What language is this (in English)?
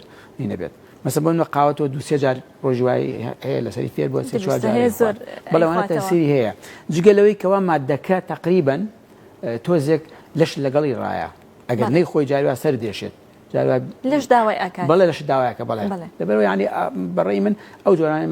Central Kurdish